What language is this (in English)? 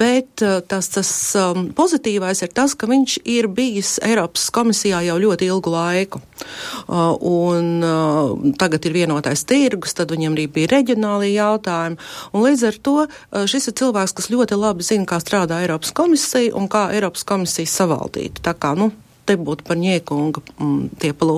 Latvian